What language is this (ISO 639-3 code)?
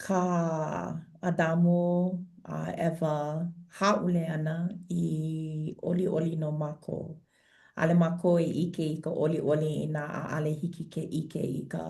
haw